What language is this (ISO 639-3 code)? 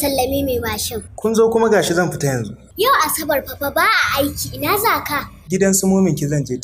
hau